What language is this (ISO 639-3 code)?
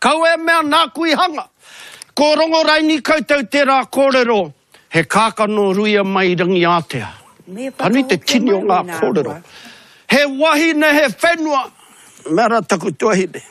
mri